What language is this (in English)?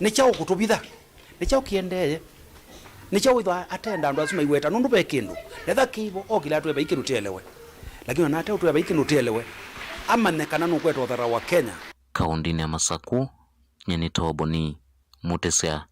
Kamba